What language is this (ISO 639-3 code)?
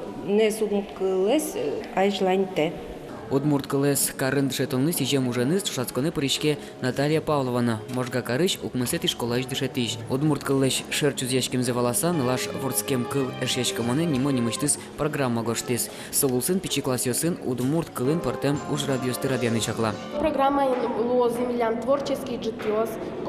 udm